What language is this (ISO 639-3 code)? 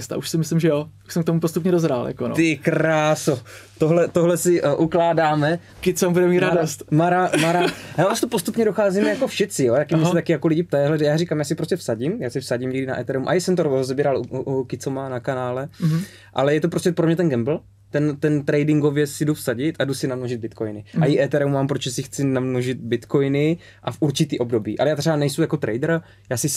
ces